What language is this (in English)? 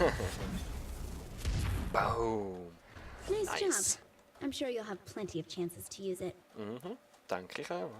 Swiss German